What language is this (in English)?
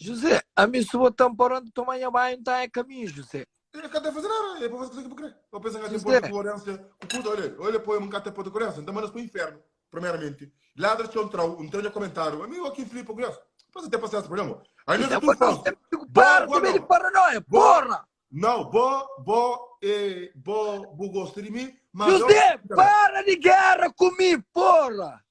Kabuverdianu